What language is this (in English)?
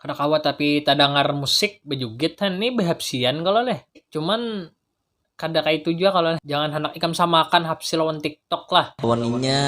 Banjar